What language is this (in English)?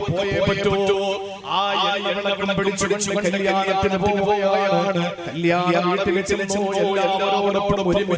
Malayalam